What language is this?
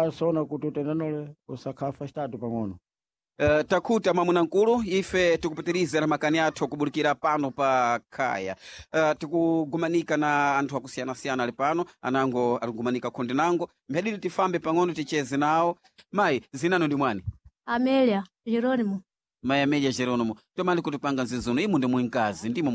Sena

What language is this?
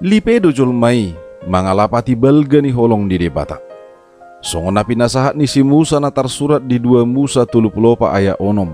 Batak Toba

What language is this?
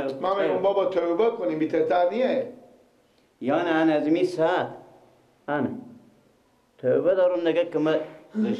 Persian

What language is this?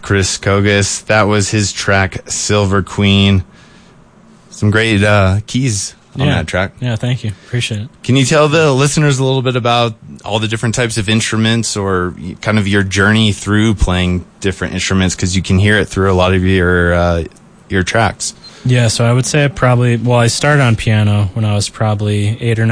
English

